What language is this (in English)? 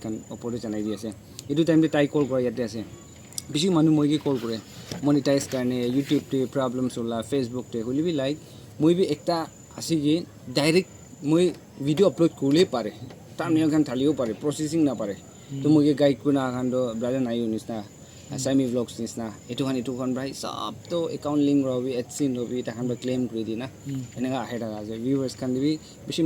Naga Pidgin